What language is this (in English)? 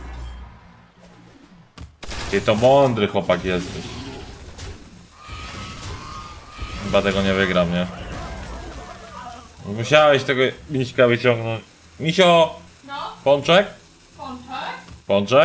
Polish